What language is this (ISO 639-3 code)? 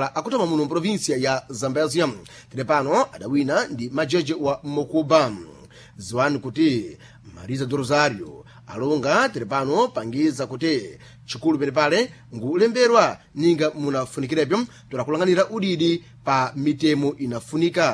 seh